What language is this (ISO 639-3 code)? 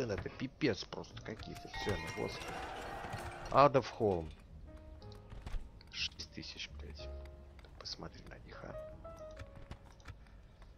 rus